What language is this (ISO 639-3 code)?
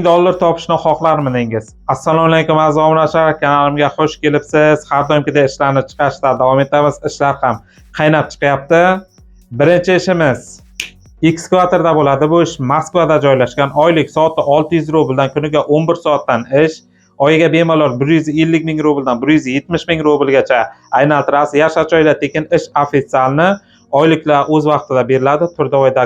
uzb